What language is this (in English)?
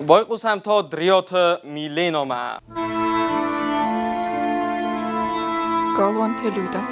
Ossetic